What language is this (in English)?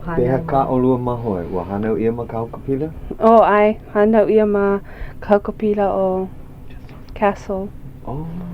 Hawaiian